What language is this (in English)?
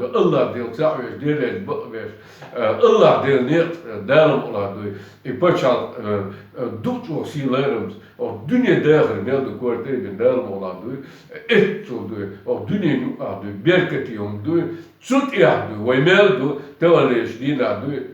Chechen